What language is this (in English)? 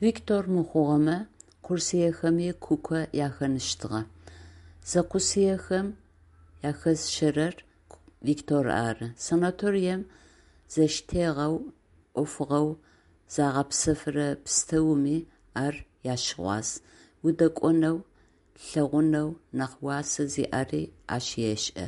Adyghe